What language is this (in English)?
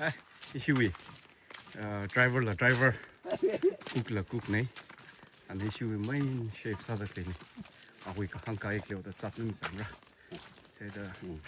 Tangkhul Naga (India)